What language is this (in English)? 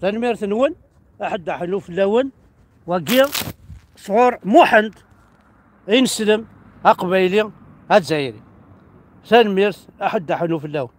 Kabyle